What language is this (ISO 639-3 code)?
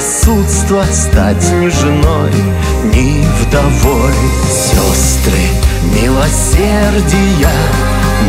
rus